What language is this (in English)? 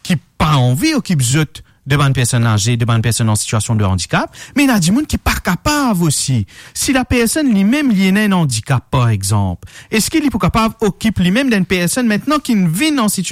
Morisyen